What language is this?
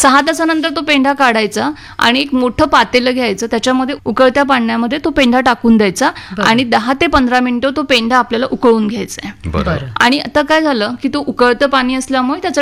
Marathi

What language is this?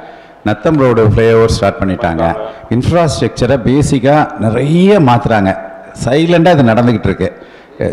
Tamil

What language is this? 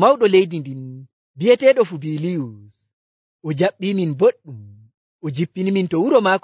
Nigerian Fulfulde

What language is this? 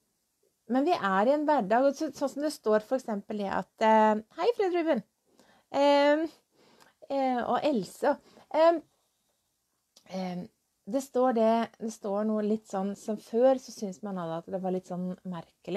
Norwegian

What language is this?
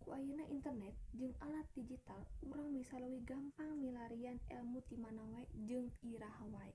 Sundanese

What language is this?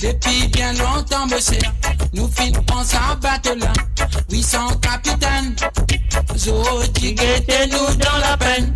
Morisyen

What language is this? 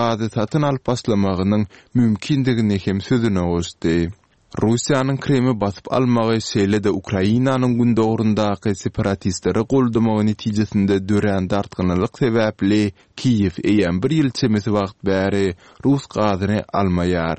Turkmen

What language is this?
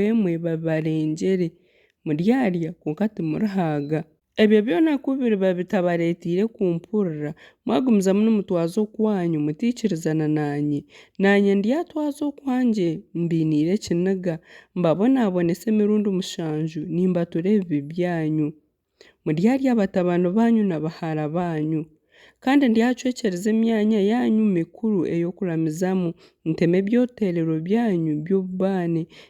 Nyankole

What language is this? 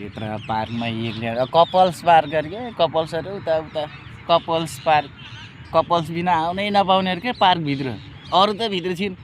Nepali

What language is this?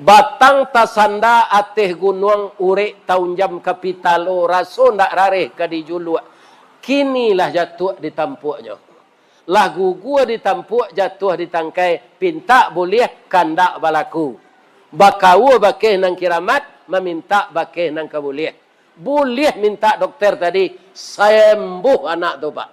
Minangkabau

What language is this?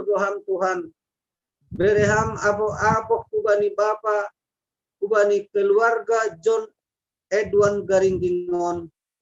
Batak Simalungun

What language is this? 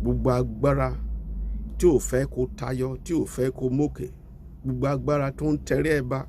Yoruba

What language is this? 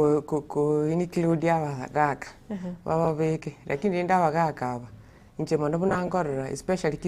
Gusii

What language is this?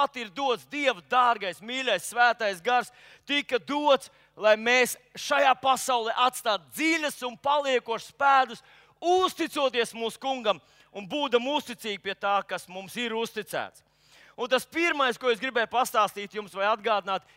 Latvian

